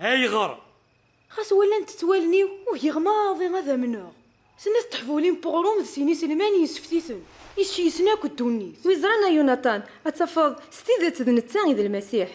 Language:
Kabyle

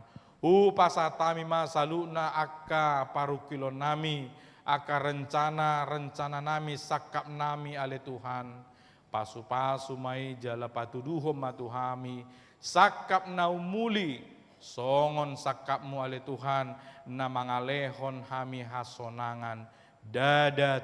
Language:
Batak Toba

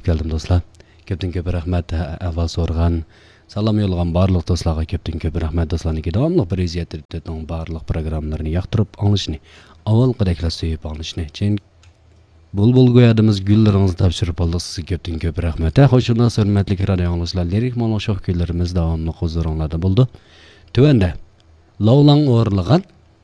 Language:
Uyghur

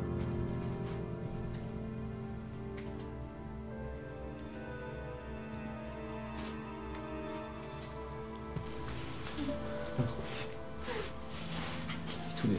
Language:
German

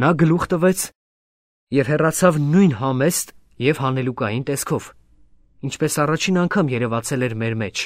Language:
Armenian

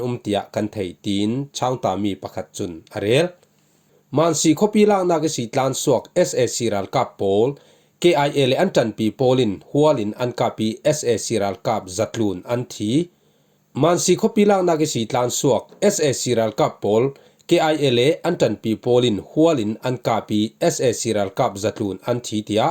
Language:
Falam Chin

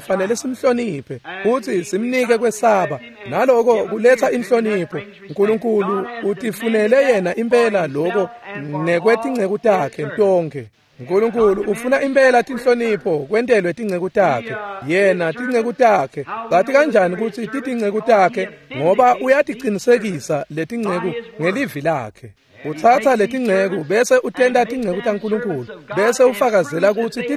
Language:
Swati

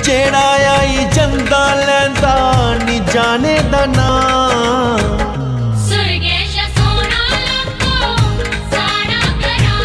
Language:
Dogri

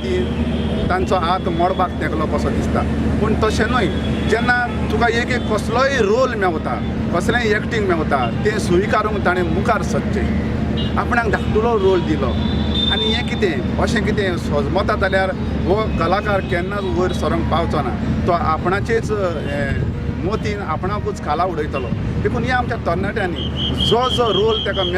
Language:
Konkani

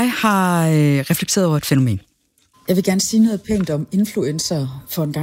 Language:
Danish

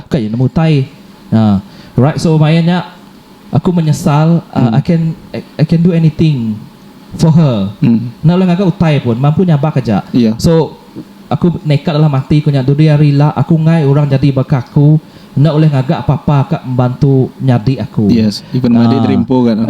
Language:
Iban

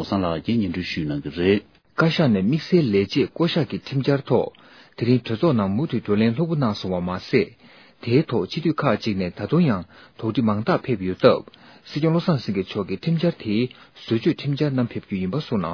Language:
Tibetan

